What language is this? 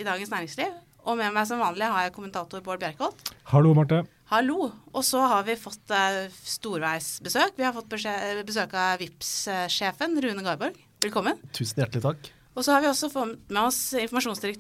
Norwegian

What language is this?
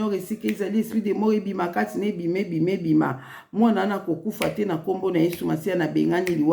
Lingala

